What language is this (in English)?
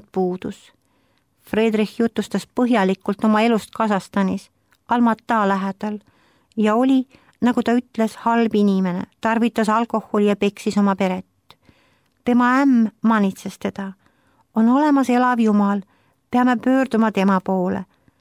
Estonian